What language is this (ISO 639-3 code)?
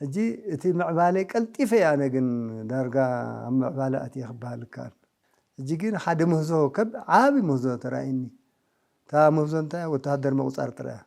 tir